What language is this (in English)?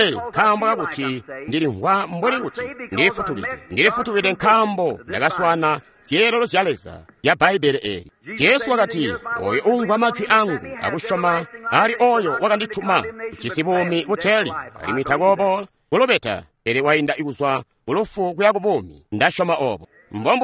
Tonga (Zambia)